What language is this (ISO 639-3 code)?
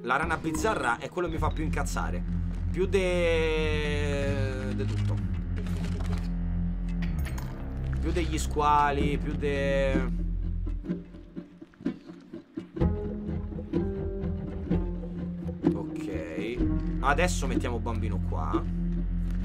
ita